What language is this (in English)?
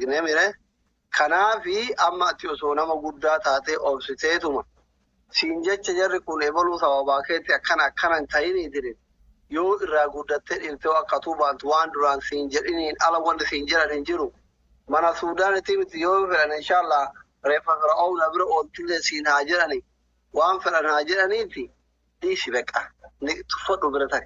Oromo